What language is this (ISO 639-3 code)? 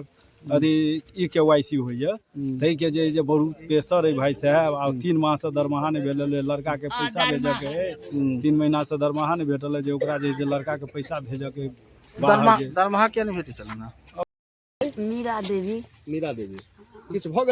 mai